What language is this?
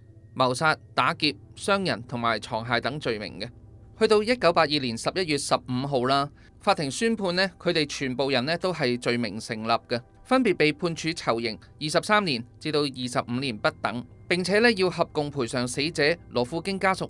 Cantonese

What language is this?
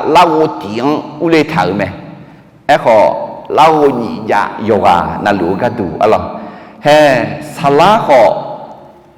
Akha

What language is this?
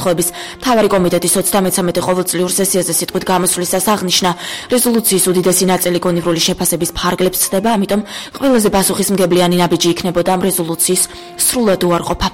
Georgian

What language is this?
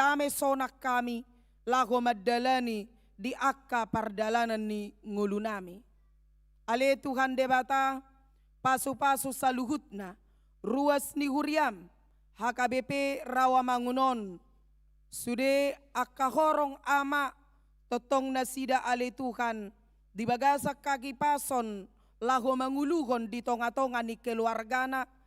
Batak Toba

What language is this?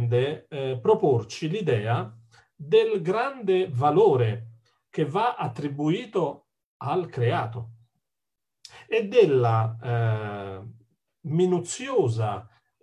Italian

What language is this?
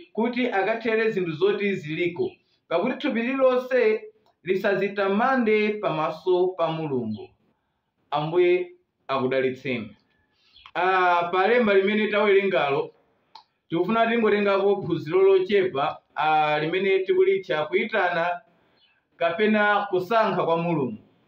Nyanja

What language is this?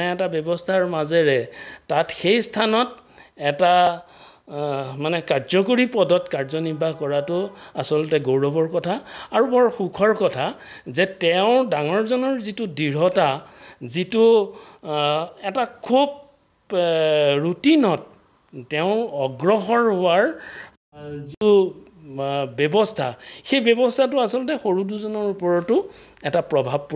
Assamese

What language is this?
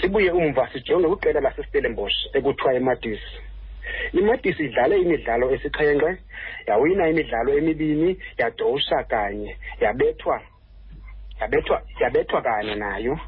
Xhosa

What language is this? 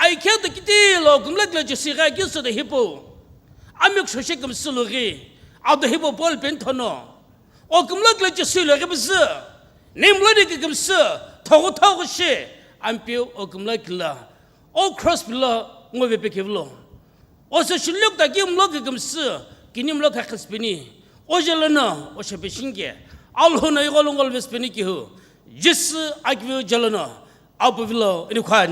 Sumi Naga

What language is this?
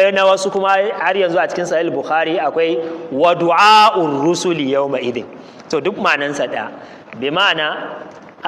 Hausa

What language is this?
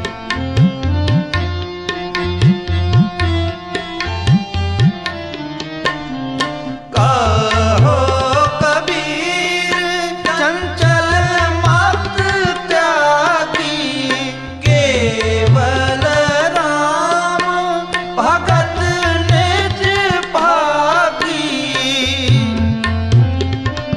Hindi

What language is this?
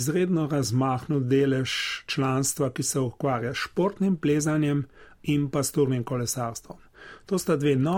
Slovenian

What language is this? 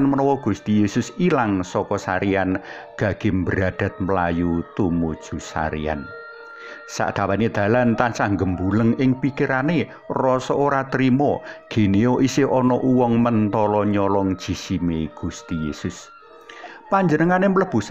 Javanese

